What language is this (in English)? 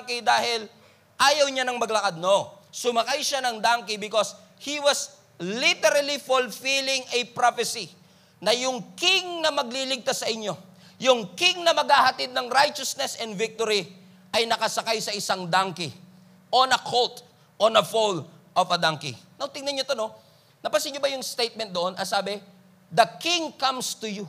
Filipino